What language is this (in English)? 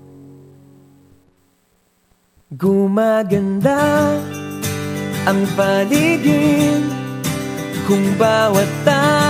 Filipino